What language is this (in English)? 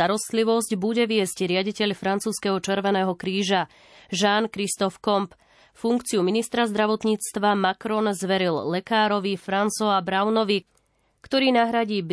Slovak